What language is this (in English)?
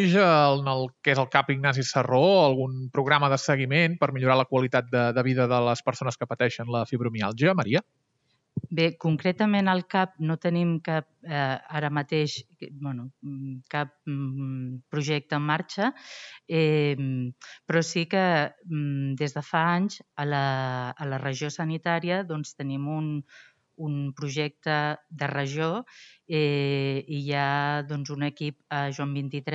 Catalan